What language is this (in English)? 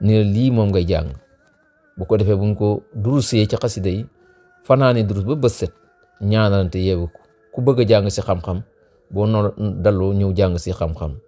Wolof